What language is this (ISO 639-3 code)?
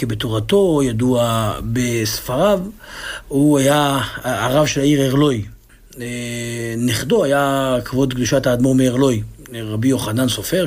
heb